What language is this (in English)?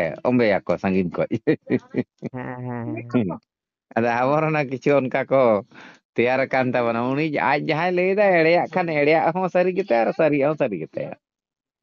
Santali